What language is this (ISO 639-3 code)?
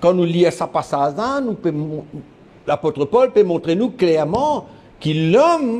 mfe